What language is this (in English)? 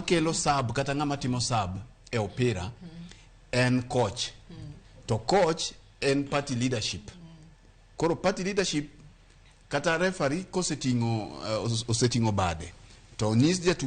Luo (Kenya and Tanzania)